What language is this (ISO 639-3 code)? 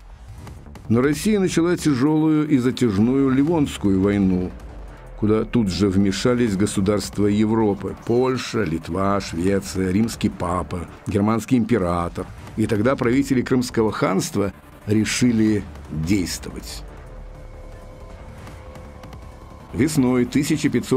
rus